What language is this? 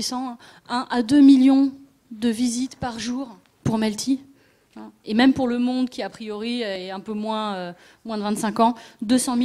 French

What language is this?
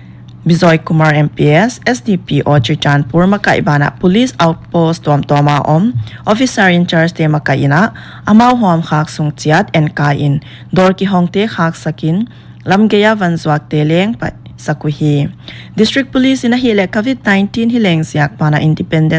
Paite Chin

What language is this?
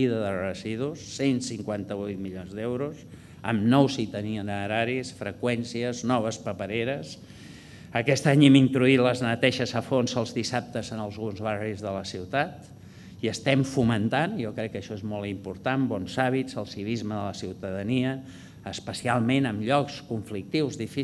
Catalan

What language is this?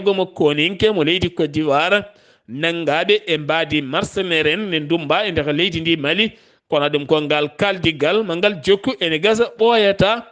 Fula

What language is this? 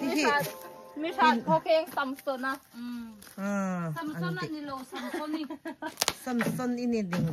Hmar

